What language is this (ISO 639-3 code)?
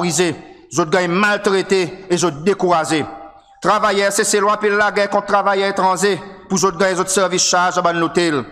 crs